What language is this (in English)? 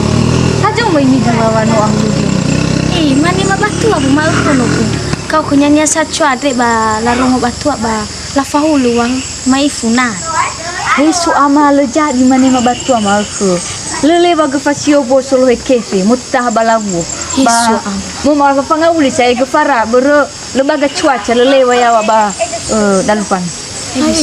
Nias